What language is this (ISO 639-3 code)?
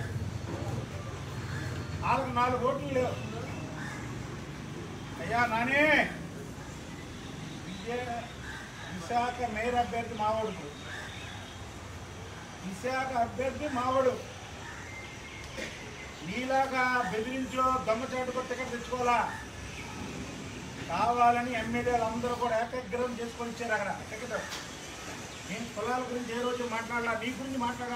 tel